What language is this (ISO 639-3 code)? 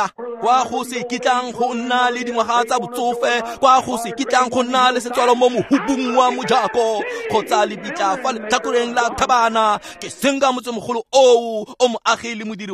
tsn